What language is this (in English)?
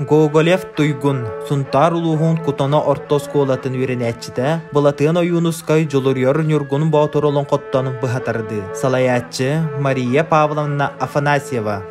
Yakut